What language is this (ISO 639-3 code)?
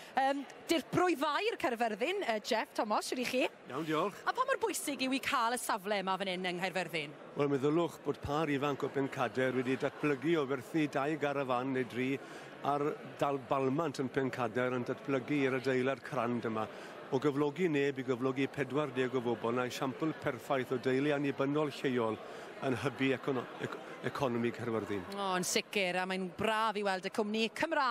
cym